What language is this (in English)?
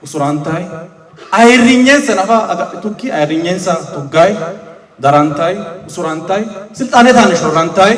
Sidamo